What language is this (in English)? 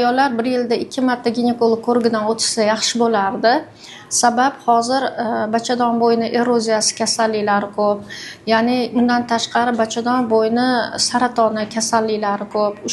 Uzbek